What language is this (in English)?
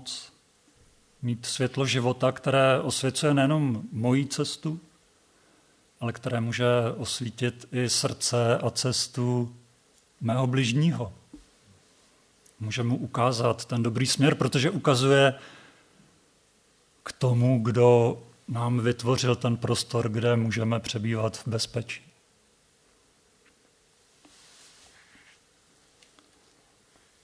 Czech